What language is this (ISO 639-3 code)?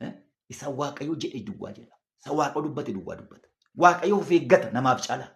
orm